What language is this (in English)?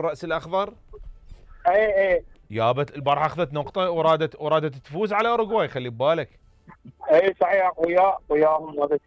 Mesopotamian Arabic